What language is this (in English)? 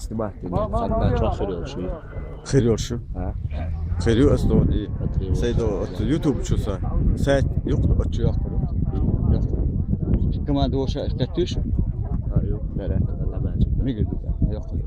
Chechen